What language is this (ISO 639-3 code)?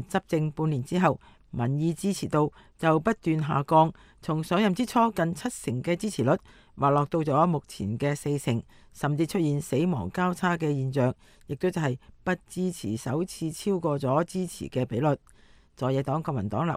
yue